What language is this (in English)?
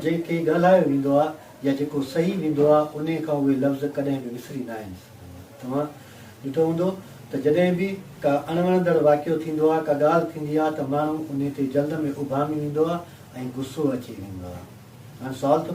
Sindhi